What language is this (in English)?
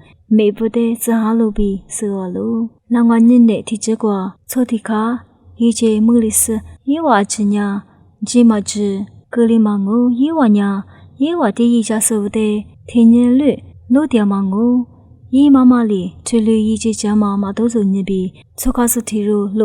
Lisu